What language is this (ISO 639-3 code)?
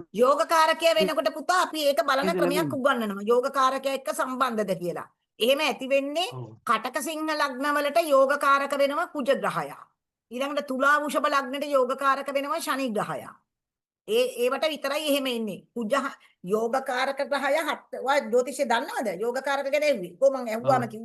sin